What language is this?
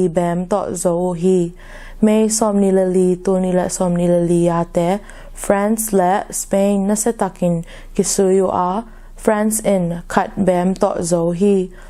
Tedim Chin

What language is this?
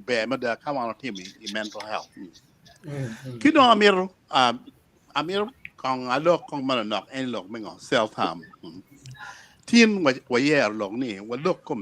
Acoli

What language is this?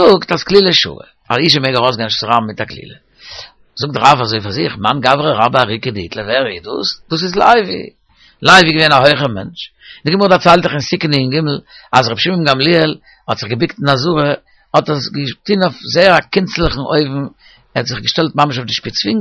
Yiddish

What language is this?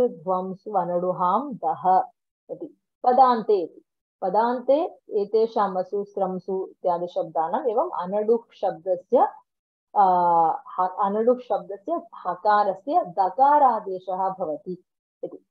Sanskrit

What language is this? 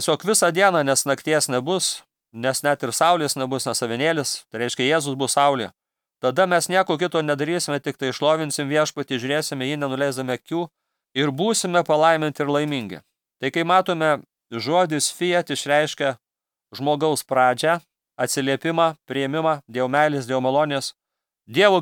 Lithuanian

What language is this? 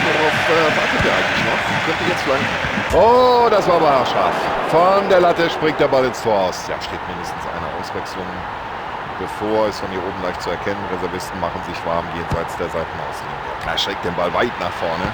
Bavarian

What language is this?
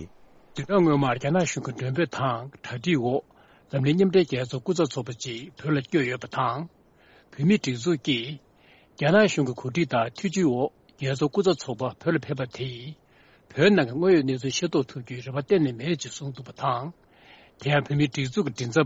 Tibetan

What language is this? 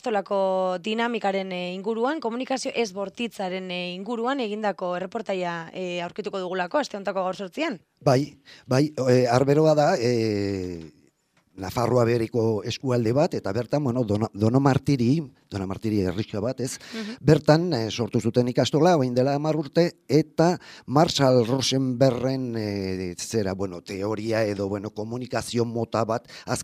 Basque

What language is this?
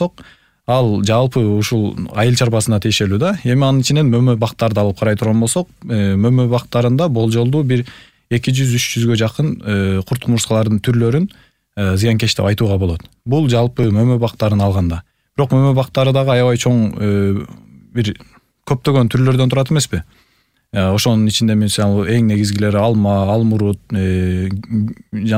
Kyrgyz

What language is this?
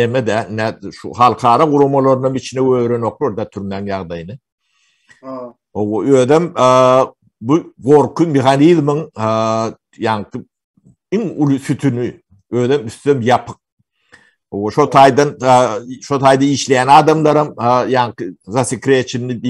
Turkmen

